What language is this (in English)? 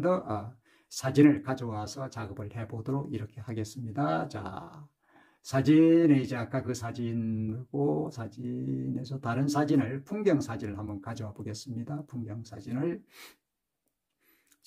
Korean